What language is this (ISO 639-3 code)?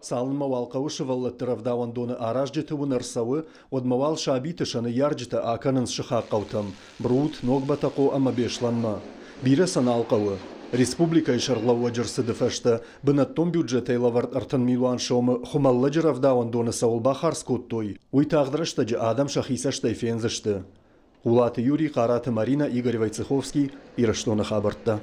oss